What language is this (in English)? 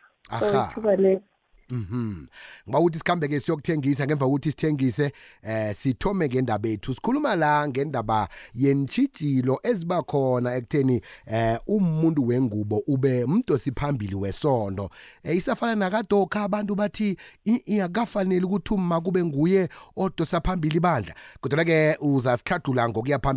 South Ndebele